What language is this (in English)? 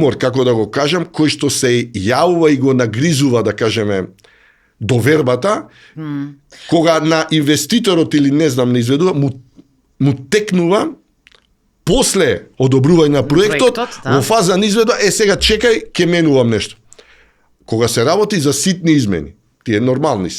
Macedonian